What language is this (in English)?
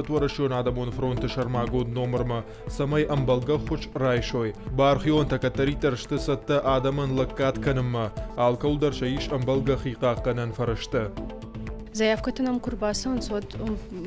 Ossetic